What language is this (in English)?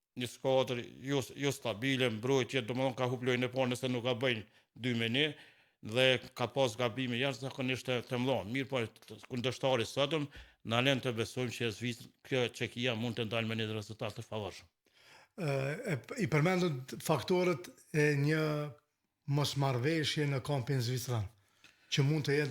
Albanian